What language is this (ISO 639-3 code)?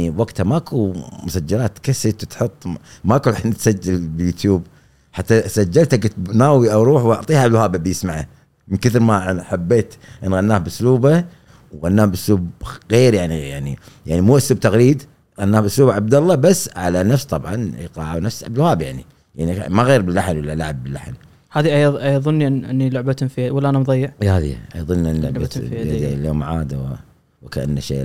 afb